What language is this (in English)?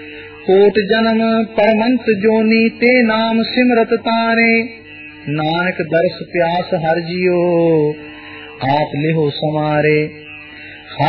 Punjabi